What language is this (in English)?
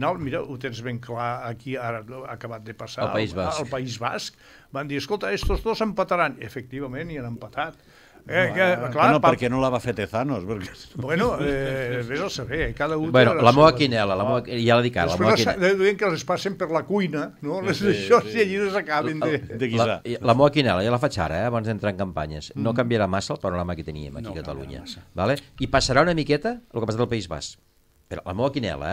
Catalan